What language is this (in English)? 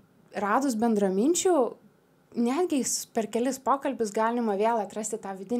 Lithuanian